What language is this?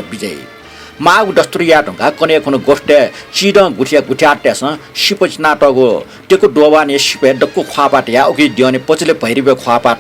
Newari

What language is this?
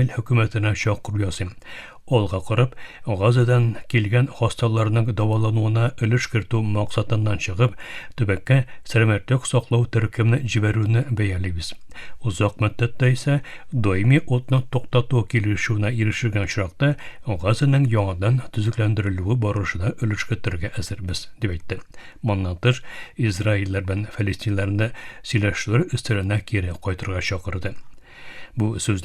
Tatar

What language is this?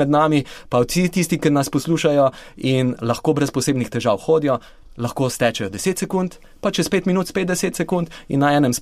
Slovenian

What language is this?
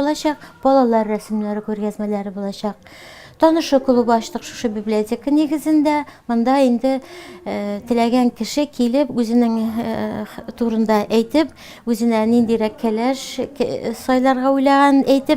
Tatar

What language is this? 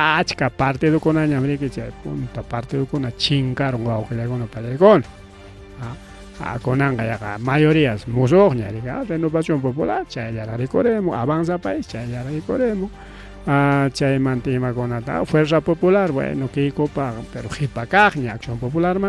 Ayacucho Quechua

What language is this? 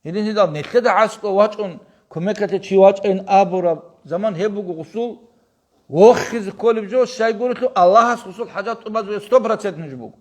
Avaric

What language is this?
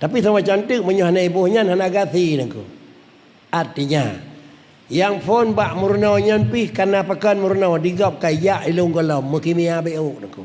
Achinese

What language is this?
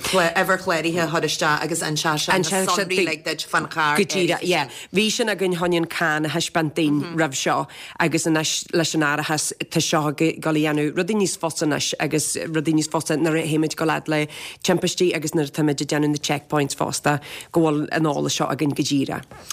Irish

